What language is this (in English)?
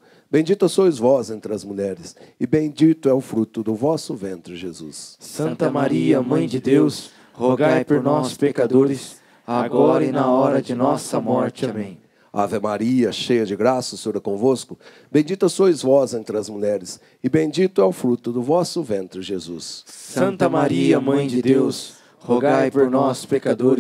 Portuguese